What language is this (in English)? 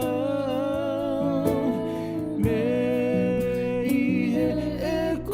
Tongan